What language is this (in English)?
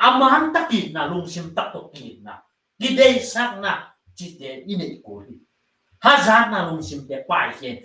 Tedim Chin